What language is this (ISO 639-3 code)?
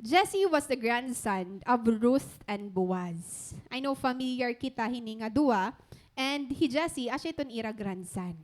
war